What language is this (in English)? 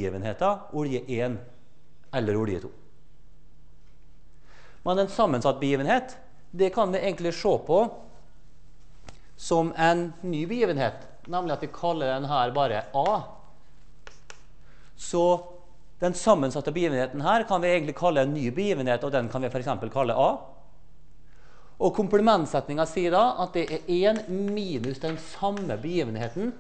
Norwegian